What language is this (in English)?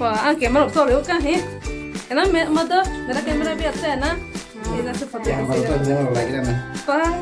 Kok Borok